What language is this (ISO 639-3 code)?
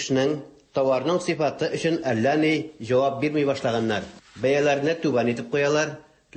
tat